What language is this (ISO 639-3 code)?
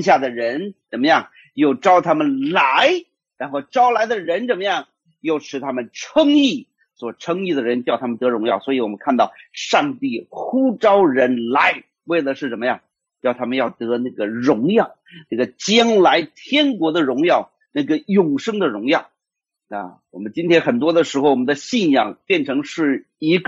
zho